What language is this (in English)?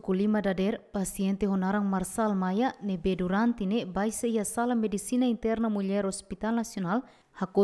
Tetum